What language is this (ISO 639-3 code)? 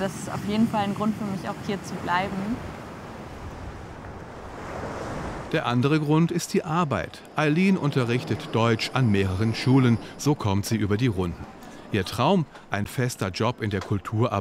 deu